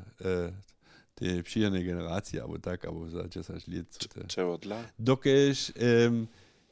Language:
Upper Sorbian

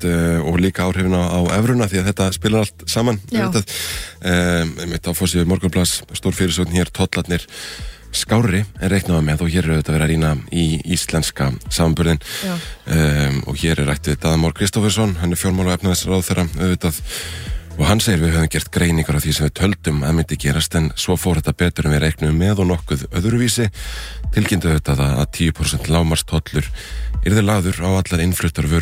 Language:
Icelandic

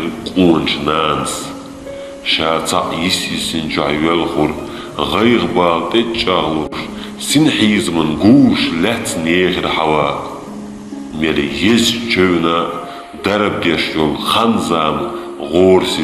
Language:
Chechen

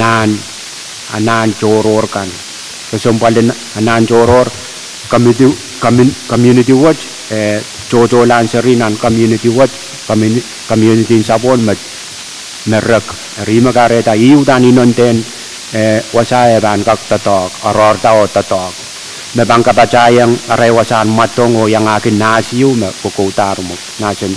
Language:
Pohnpeian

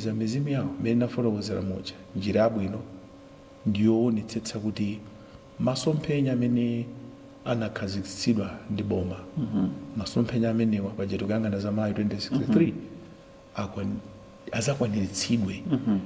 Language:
Nyanja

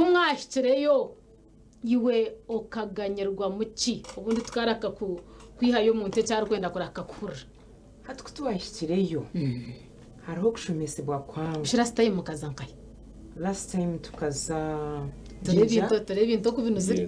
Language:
Nyankole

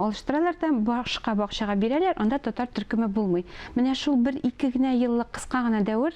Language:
Tatar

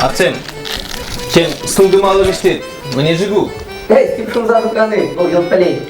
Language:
Chuvash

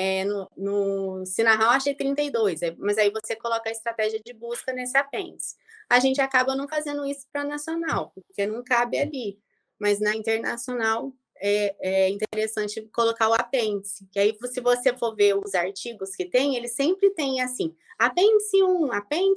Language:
Portuguese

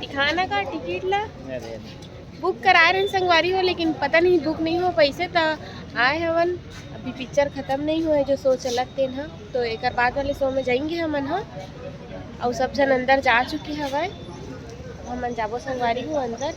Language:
Chhattisgarhi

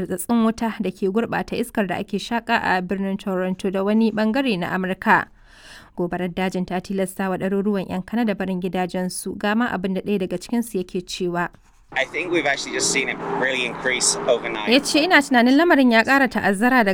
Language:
Hausa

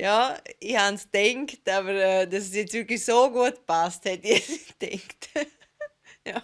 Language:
Swiss German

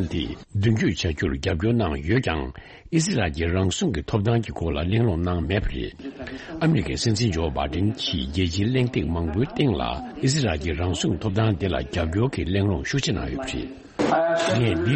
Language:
Tibetan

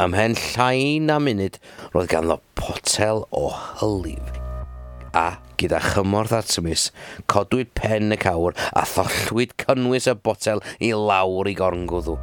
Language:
Welsh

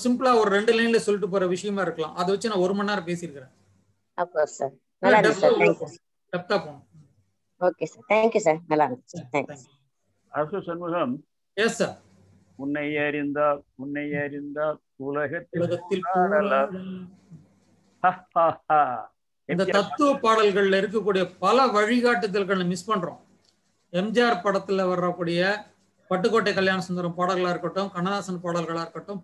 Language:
Tamil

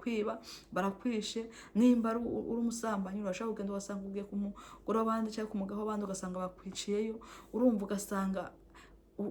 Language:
Rundi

